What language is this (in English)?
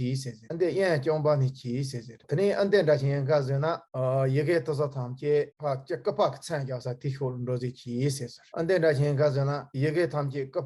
Tibetan